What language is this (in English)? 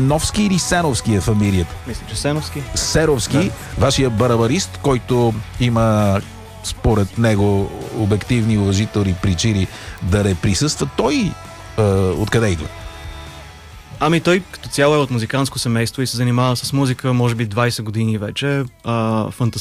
Bulgarian